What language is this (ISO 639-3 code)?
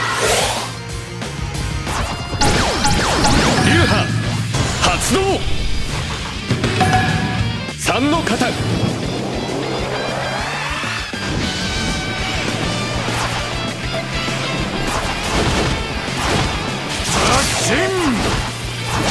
jpn